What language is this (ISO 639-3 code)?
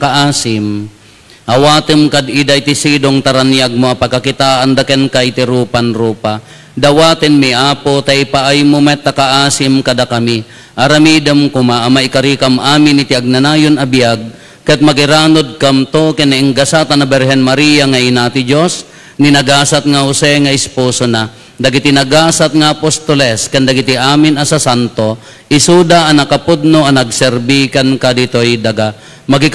ilo